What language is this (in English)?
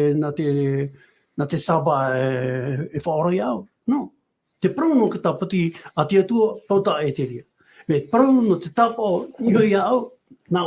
Tahitian